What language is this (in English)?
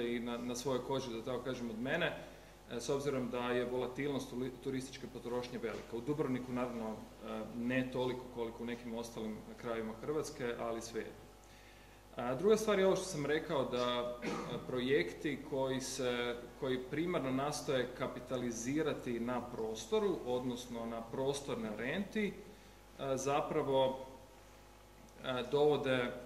Croatian